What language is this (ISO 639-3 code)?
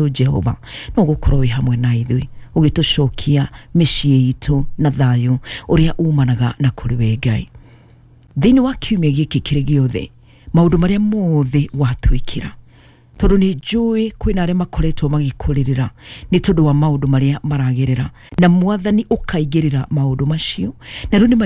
kik